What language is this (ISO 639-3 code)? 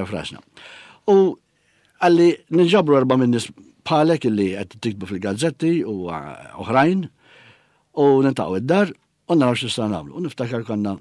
mlt